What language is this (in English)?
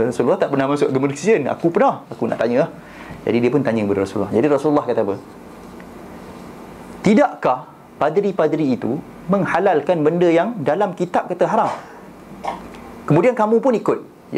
Malay